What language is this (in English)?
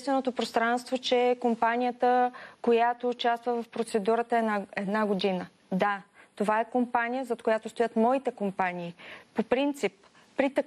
Bulgarian